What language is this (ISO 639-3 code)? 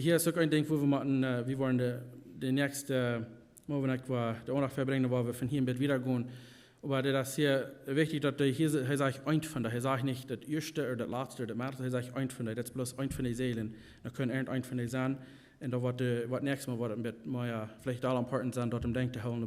pdt